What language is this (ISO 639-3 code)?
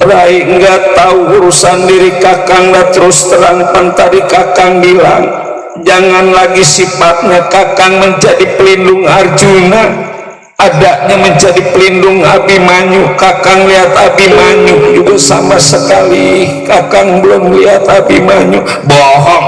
bew